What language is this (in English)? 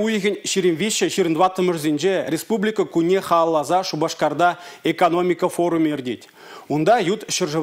Chuvash